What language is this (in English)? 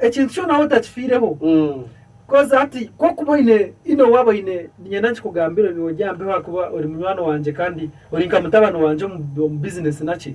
Nyankole